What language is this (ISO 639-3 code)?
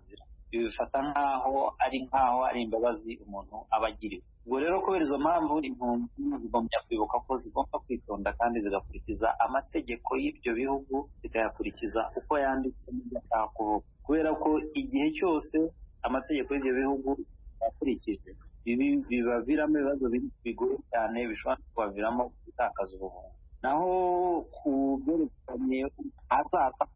kin